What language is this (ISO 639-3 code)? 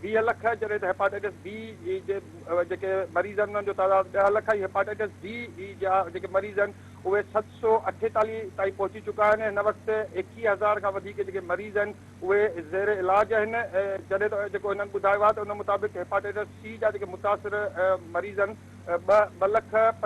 snd